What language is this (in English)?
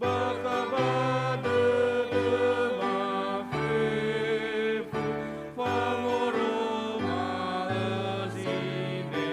Nias